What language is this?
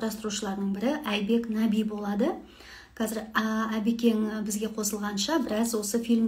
Kazakh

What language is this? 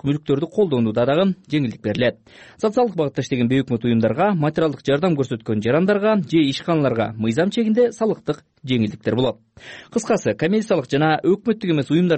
Kyrgyz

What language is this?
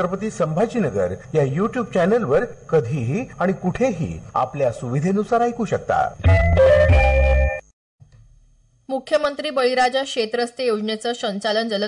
Marathi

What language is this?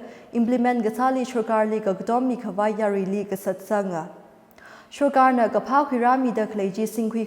Tangkhul Naga (India)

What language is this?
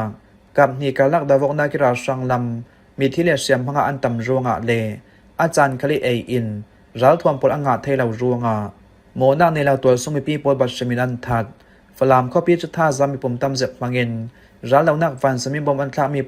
Falam Chin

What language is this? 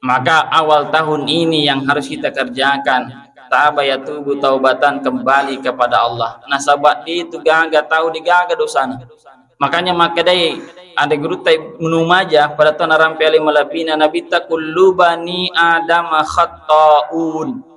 Buginese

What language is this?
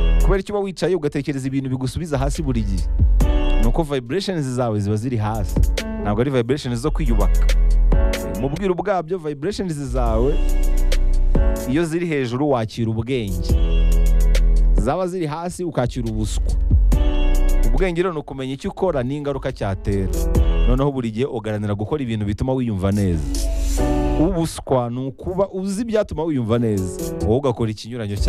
Kinyarwanda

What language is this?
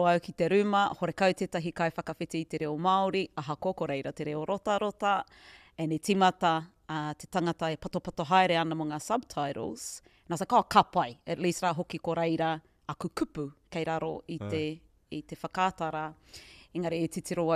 Māori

